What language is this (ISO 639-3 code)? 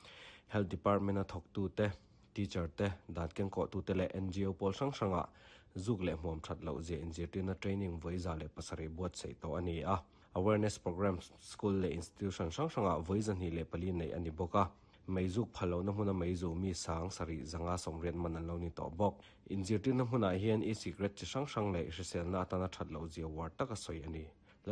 lus